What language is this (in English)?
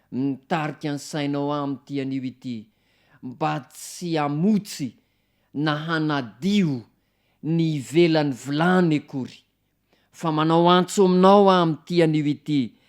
Malagasy